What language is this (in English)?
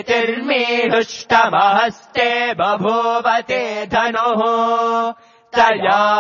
Sanskrit